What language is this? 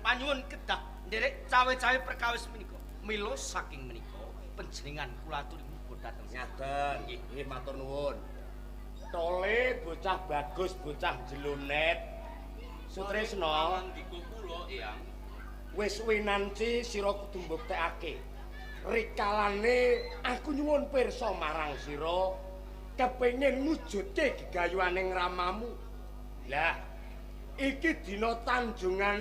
Javanese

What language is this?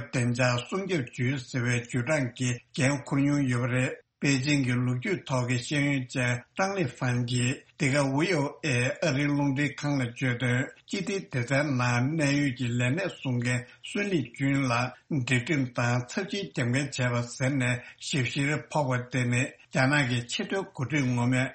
Tibetan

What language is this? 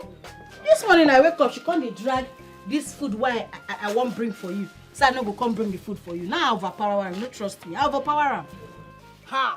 Nigerian Pidgin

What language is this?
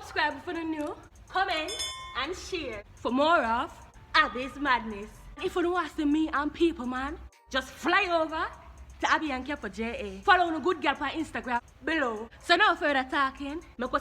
Jamaican Creole English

